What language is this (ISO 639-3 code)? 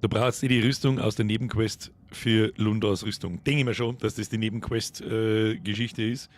bar